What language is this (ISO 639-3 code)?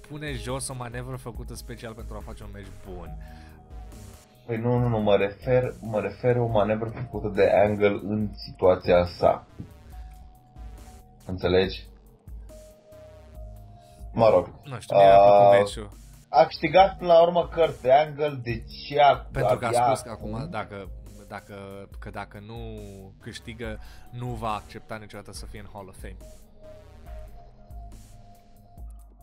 ron